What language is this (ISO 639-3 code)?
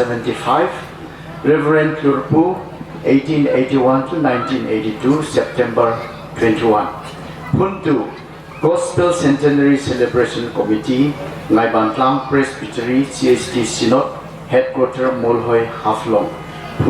hmr